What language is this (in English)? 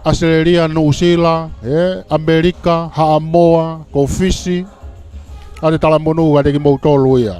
Tongan